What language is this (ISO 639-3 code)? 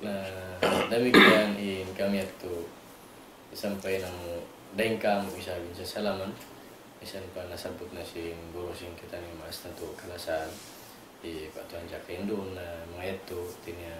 tsg